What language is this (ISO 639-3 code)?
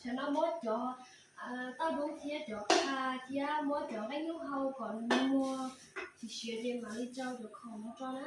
hmn